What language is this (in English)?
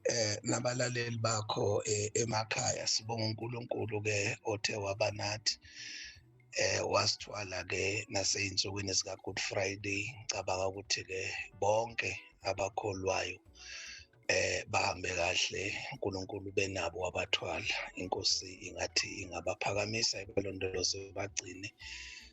Zulu